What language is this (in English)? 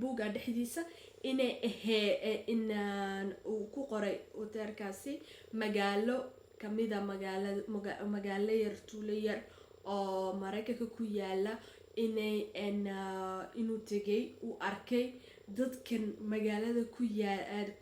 Somali